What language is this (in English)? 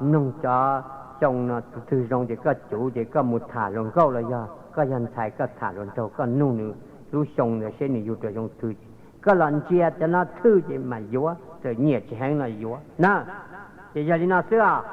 Hmong